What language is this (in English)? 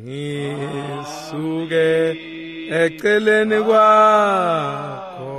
Swati